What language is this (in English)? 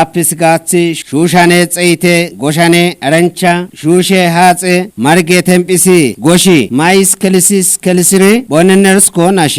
Kafa